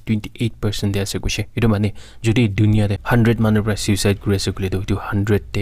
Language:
Naga Pidgin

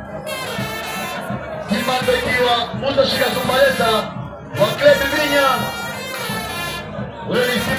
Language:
Swahili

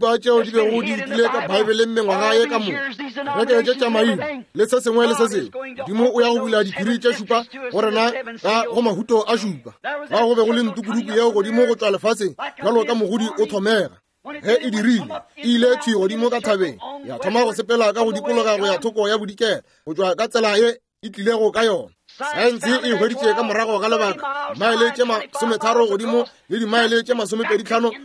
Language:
Northern Sotho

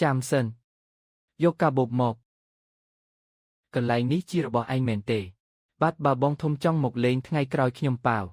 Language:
Khmer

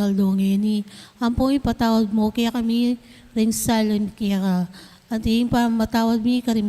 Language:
Pampanga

